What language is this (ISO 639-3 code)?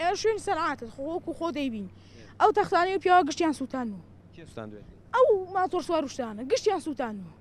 ckb